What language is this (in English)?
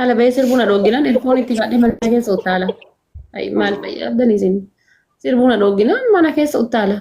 Oromo